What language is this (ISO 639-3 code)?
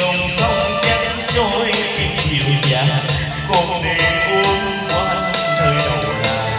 vie